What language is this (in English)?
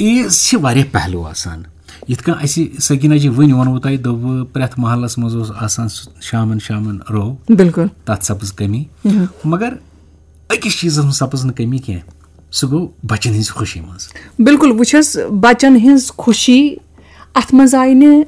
Kashmiri